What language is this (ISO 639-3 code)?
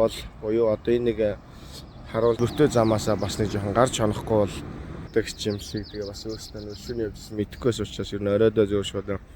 mon